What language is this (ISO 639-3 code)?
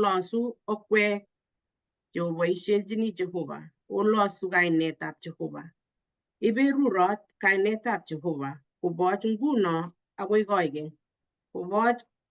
kln